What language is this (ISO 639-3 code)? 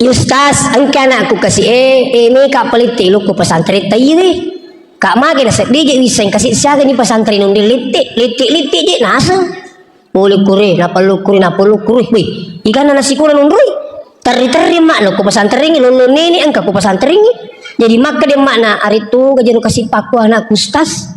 bug